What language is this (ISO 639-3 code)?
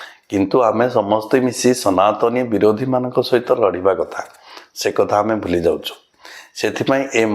ori